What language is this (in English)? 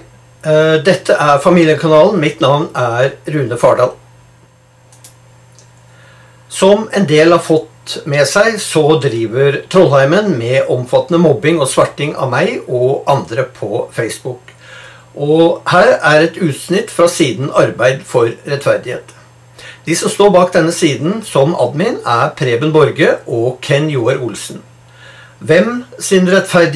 Norwegian